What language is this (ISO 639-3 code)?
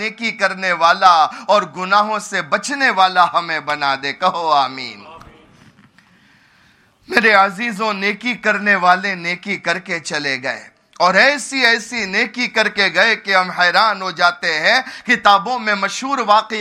urd